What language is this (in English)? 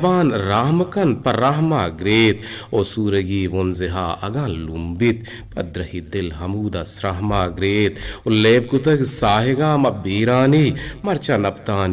Eastern Balochi